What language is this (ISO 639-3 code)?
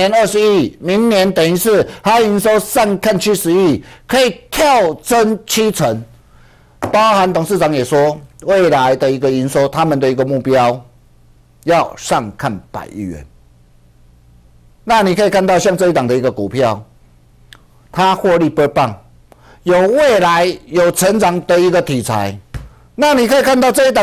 zho